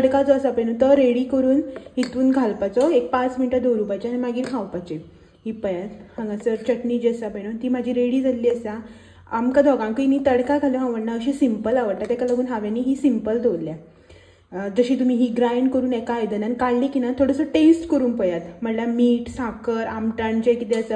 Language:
Konkani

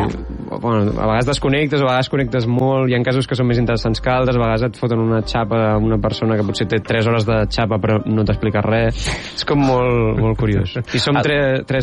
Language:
Catalan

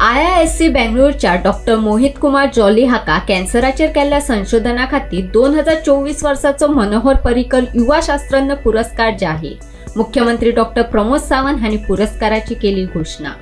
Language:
Konkani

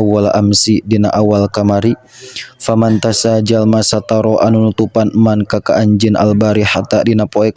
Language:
Sundanese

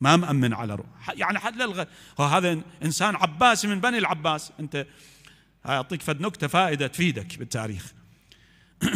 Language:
Mesopotamian Arabic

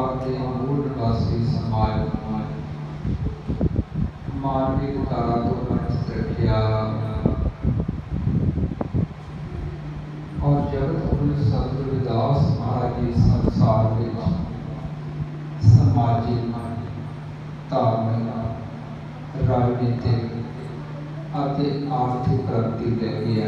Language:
Punjabi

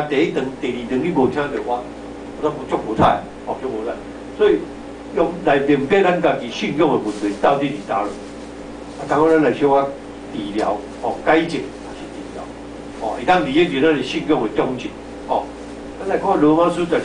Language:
Min Nan Chinese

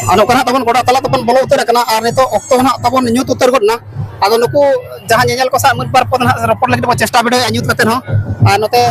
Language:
Santali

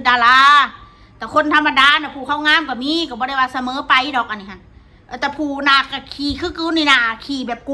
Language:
Northeastern Thai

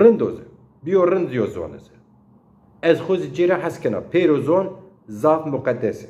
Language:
Zaza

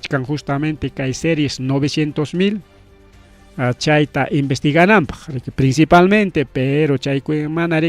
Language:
Ayacucho Quechua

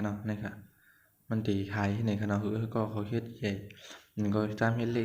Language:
Shan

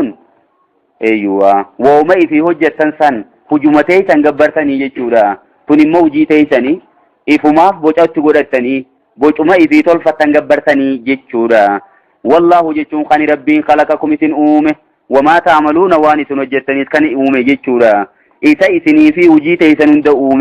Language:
Oromo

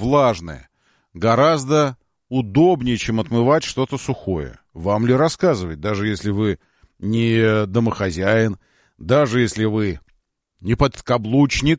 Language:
Russian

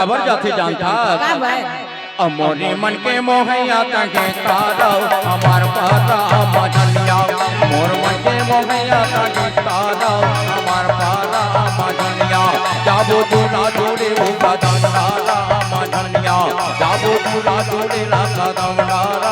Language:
Chhattisgarhi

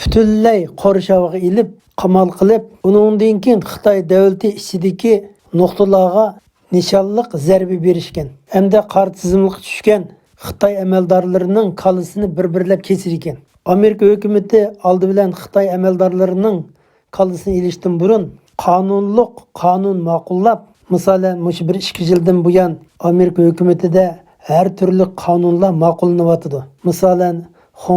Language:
Uyghur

